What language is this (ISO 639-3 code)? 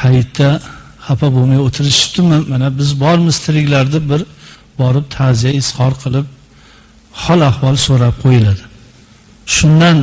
uzb